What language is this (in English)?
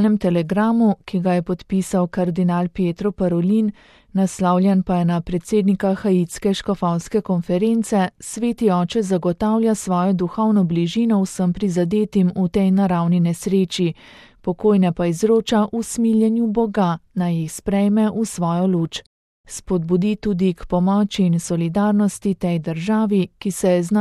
Slovenian